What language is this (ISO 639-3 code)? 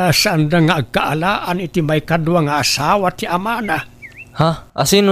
ilo